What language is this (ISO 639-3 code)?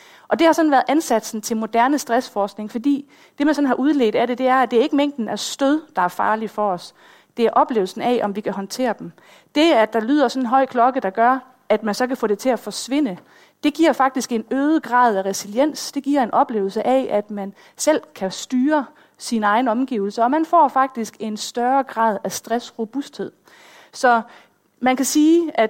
dan